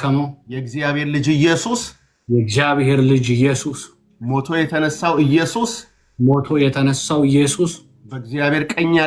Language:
Amharic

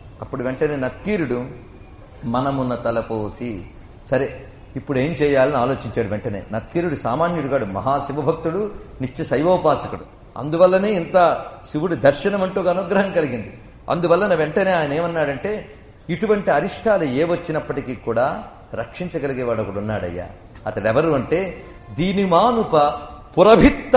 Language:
Telugu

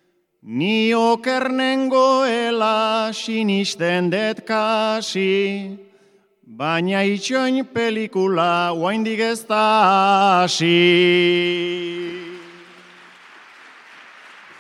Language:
Basque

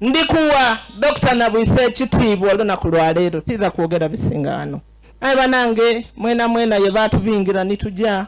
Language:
Soga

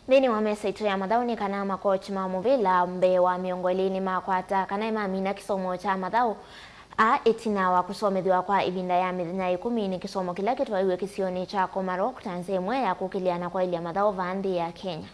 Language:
Kamba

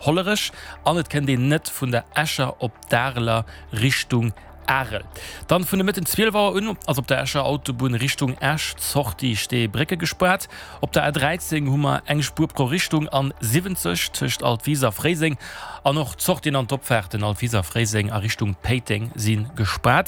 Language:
Luxembourgish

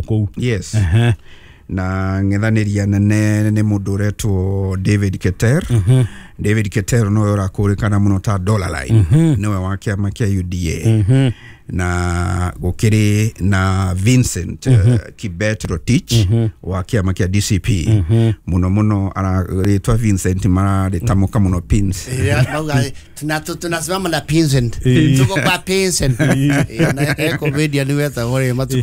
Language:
Kikuyu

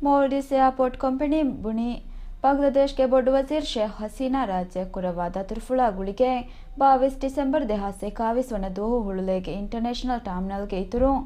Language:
Divehi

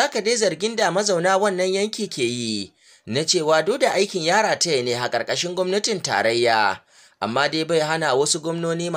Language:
Hausa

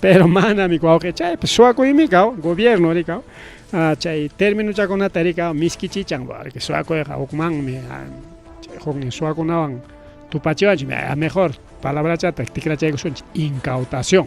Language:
Ayacucho Quechua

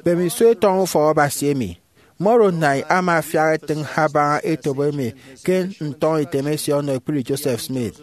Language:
Efik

